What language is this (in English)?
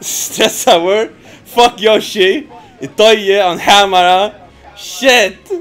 Faroese